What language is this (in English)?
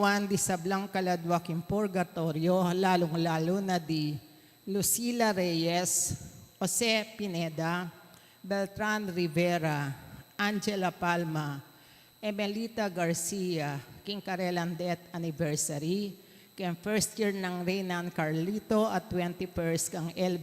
Pampanga